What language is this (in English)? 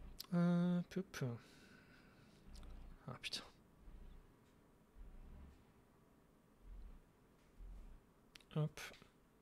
French